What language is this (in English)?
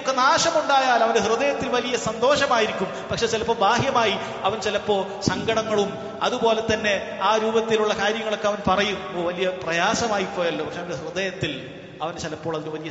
Malayalam